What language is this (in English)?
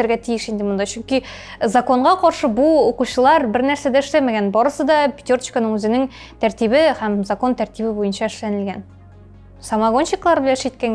Tatar